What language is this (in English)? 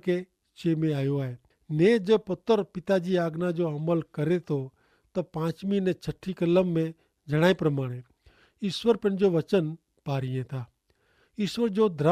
Kachhi